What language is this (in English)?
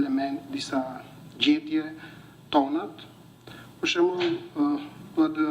Albanian